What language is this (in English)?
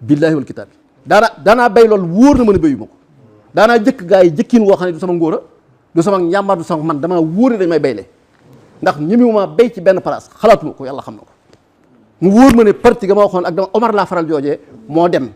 Wolof